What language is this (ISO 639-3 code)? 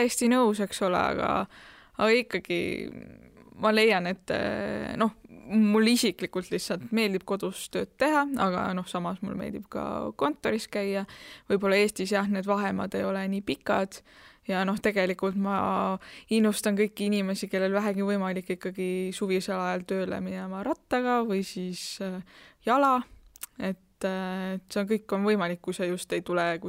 est